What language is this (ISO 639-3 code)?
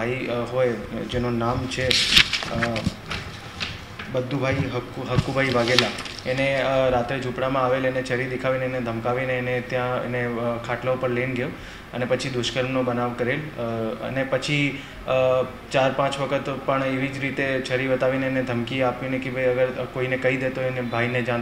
guj